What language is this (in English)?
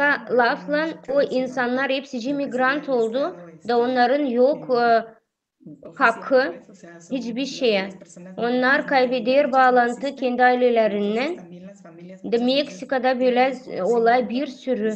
Gagauz